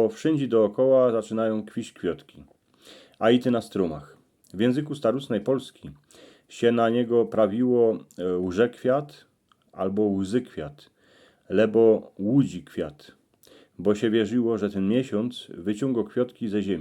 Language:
Silesian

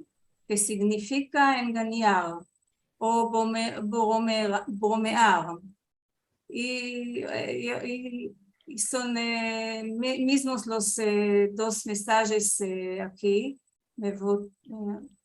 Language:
Ladino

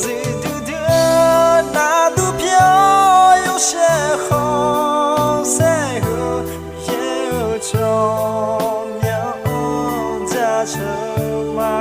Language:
Akha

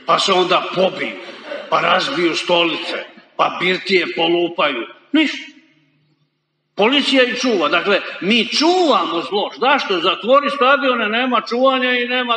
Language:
Croatian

